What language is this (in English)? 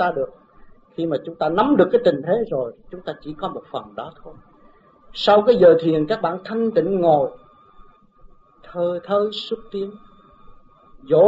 Vietnamese